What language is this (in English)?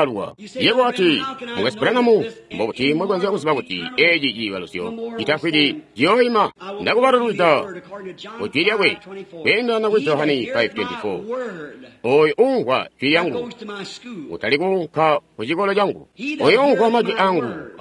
Tonga (Zambia)